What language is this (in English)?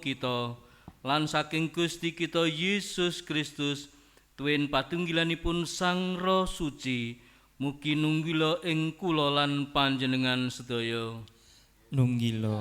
Javanese